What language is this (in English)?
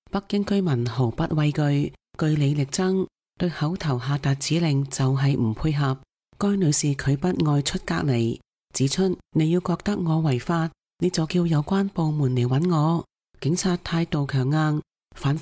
Cantonese